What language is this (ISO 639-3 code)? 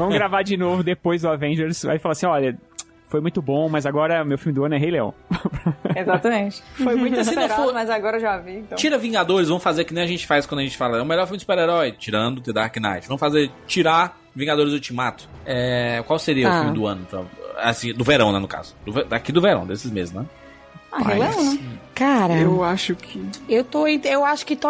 por